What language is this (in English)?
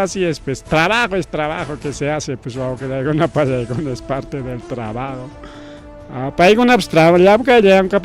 Ayacucho Quechua